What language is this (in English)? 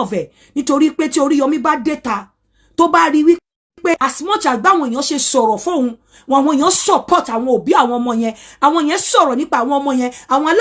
Yoruba